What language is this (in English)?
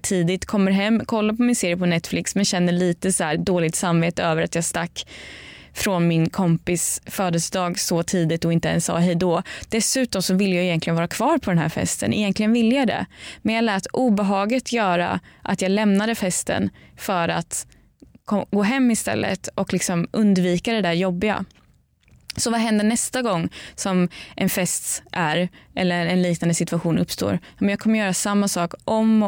Swedish